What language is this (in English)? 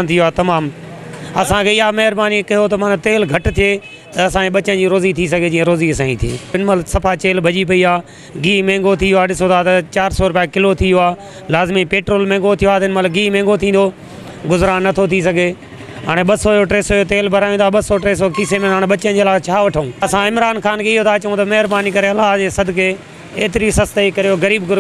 Sindhi